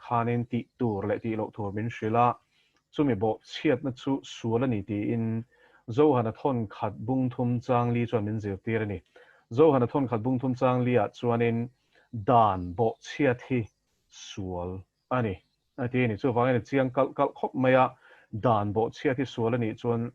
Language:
Mizo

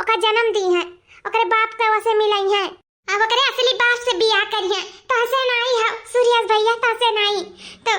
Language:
Awadhi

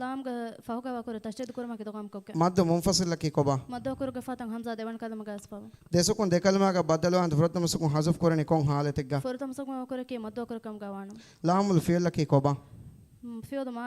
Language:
Divehi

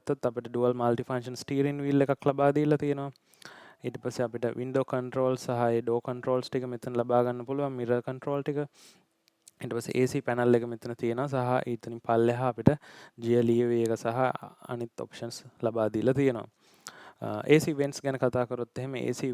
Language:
Sinhala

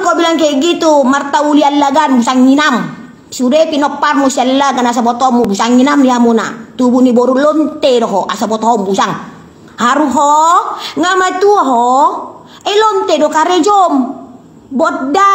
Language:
Batak Toba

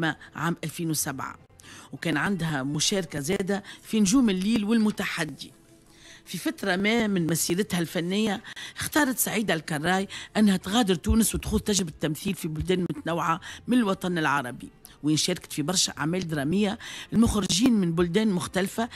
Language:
Tunisian Arabic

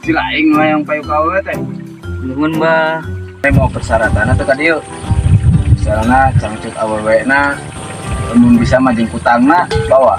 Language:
Sundanese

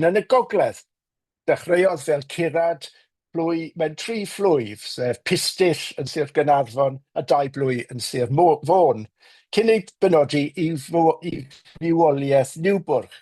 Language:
Welsh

